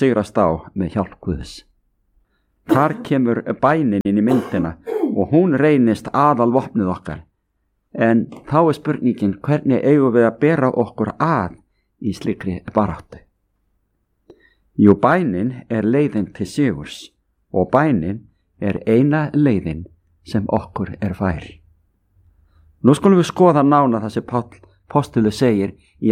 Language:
Icelandic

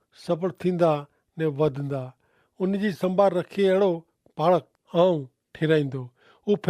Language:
Kachhi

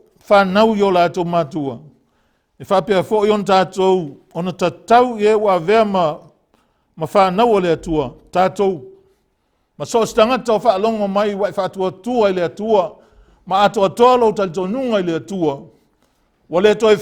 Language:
Samoan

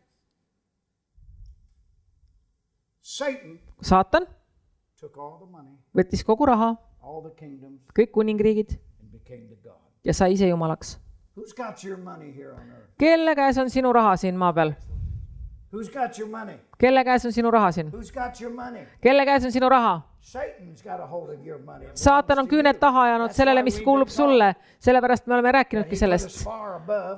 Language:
Estonian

